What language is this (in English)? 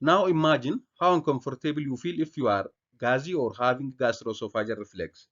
English